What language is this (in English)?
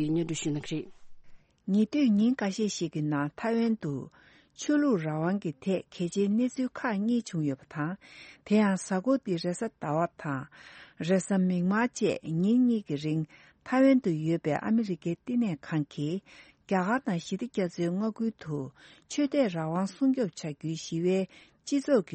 Tibetan